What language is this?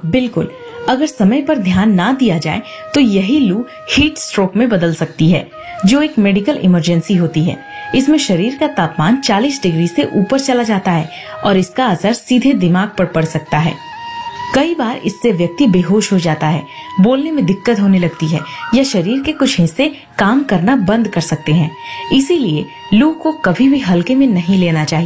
Hindi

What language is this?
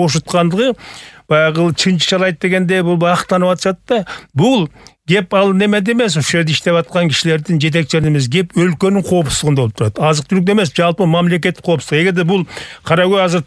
Kyrgyz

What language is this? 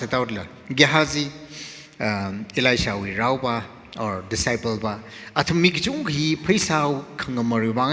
Tangkhul Naga (India)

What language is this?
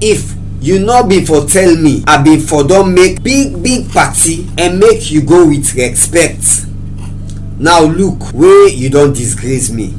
Krio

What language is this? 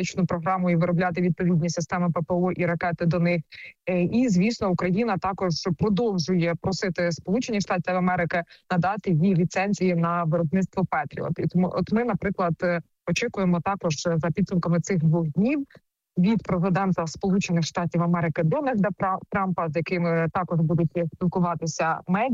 Ukrainian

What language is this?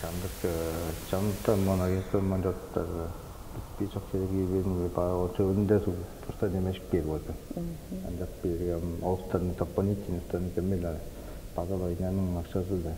Tuvinian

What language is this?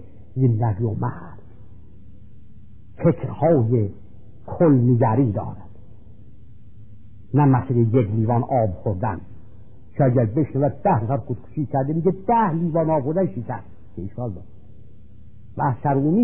Persian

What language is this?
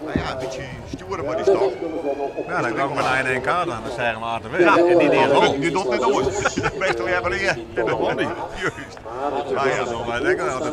Western Frisian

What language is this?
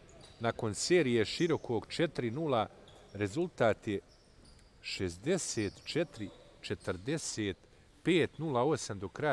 Bosnian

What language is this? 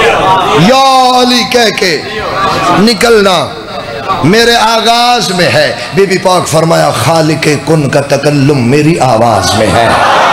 Urdu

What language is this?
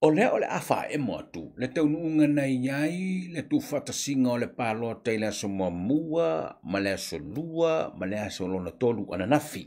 Samoan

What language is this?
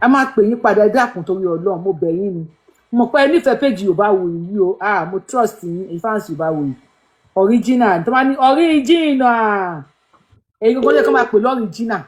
Yoruba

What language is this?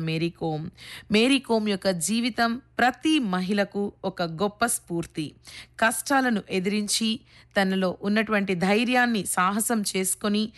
Telugu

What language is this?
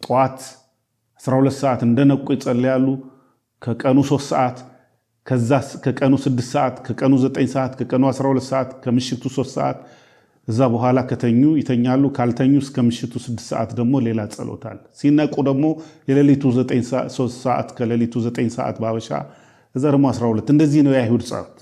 Amharic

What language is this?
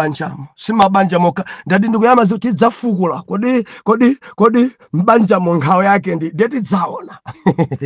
Nyanja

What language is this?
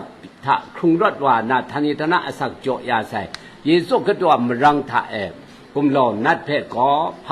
Kachin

